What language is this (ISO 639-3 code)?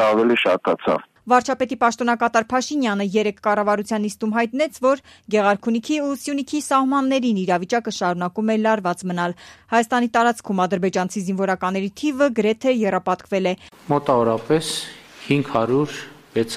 hye